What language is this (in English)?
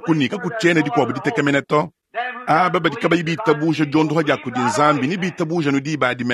Luba-Lulua